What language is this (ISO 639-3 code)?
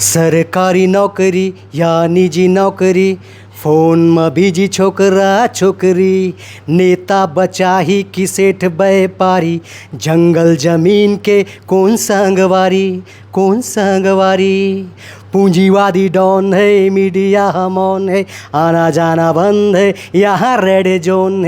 hne